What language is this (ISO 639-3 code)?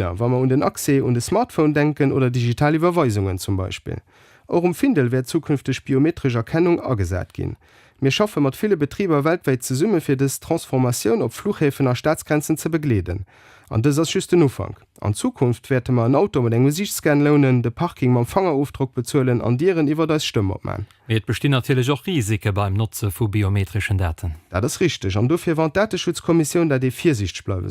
ltz